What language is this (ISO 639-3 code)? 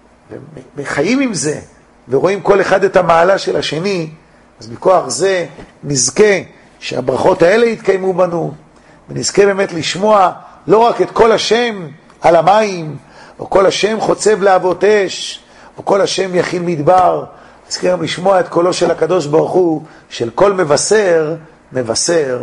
heb